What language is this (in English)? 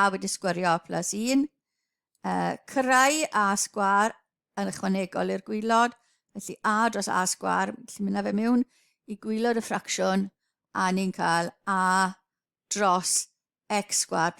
Welsh